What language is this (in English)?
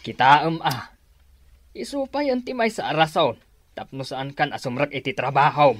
Iloko